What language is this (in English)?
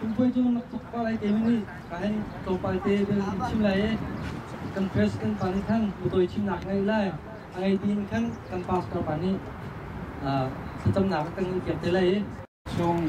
Hakha Chin